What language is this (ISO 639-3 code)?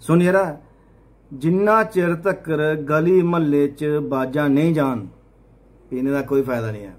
doi